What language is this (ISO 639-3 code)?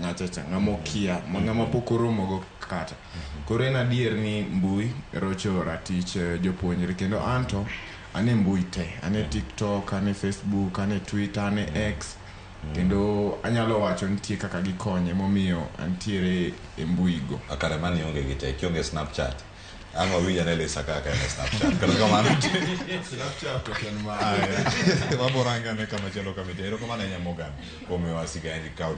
luo